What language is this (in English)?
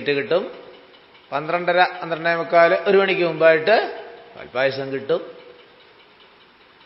Malayalam